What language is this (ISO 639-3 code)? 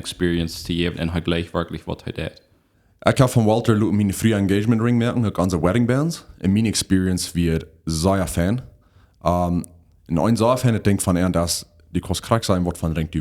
pdt